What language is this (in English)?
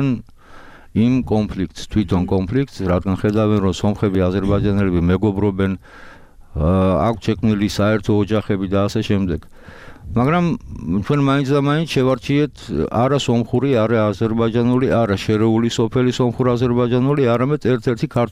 Georgian